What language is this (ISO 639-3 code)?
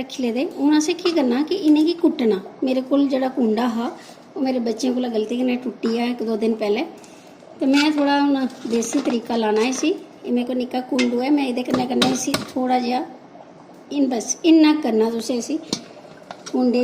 doi